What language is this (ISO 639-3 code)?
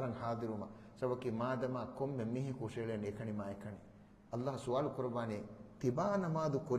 div